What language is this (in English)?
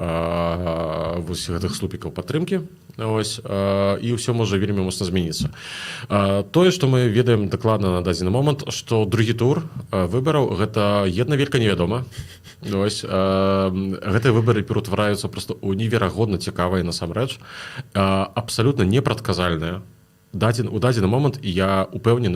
Belarusian